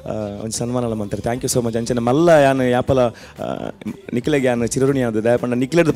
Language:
Tulu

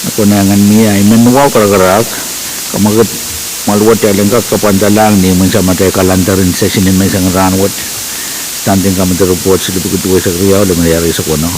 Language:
Pohnpeian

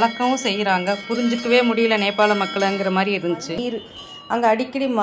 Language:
Tamil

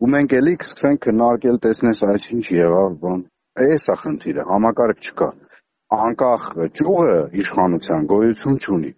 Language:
Armenian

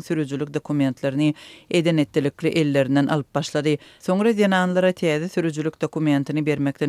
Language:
Turkmen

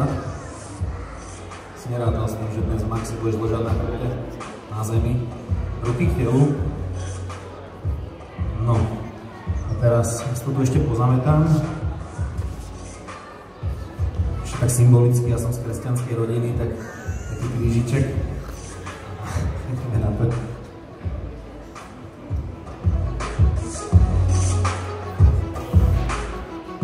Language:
Slovak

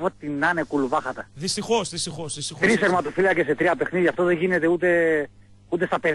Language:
Greek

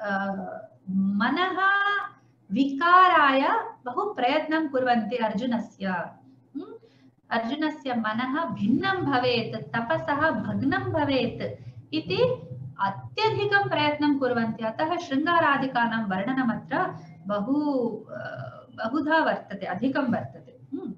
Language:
Sanskrit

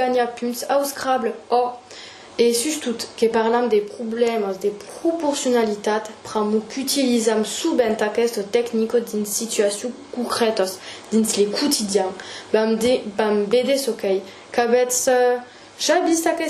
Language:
Occitan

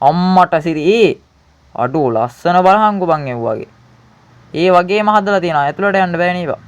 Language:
Sinhala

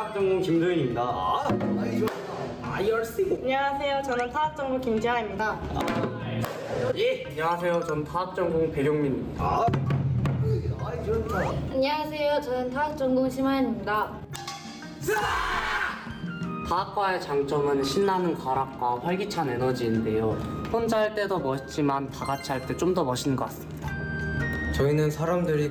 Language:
Korean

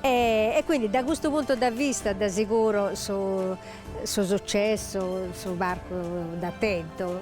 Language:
Sardinian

